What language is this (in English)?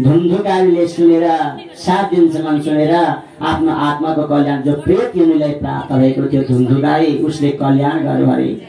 Nepali